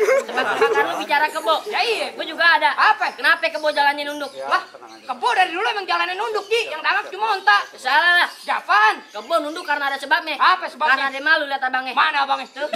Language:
Betawi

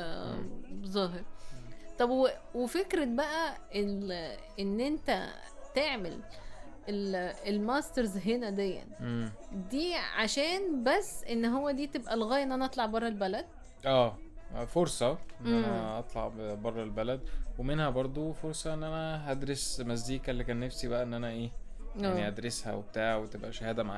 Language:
Egyptian Arabic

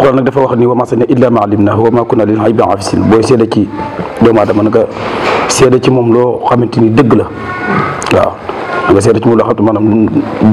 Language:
Wolof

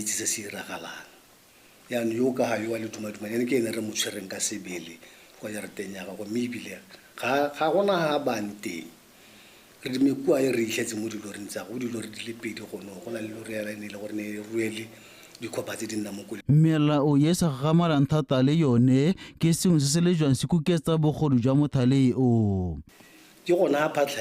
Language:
Tswana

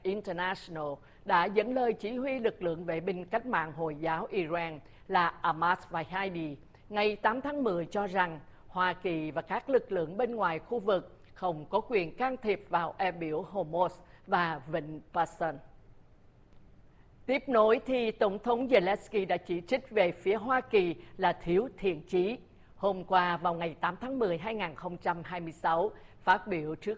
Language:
Vietnamese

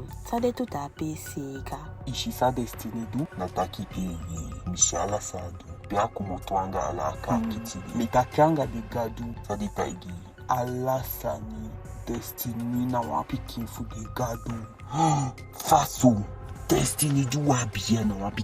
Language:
Eastern Maroon Creole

